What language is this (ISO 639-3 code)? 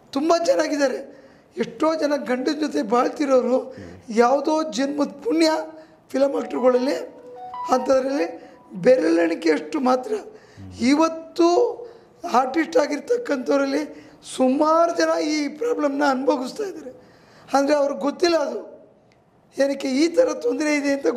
kan